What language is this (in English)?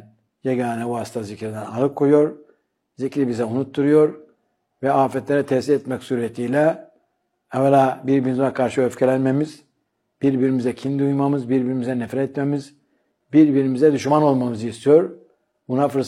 Turkish